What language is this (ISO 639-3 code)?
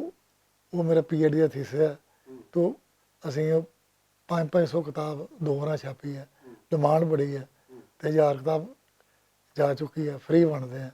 lah